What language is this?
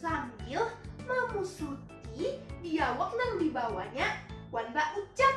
Banjar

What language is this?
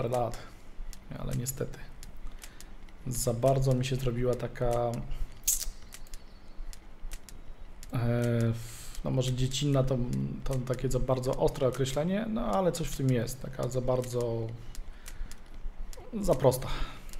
Polish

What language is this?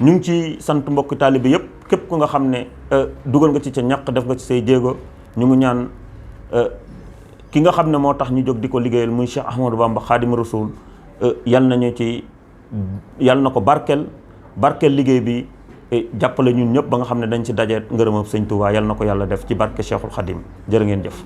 Wolof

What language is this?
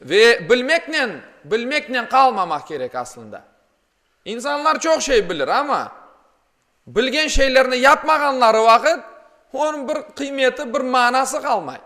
Crimean Tatar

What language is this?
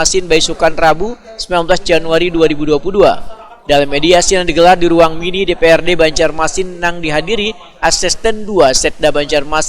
Banjar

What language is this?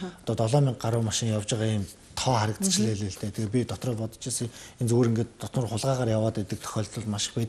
Mongolian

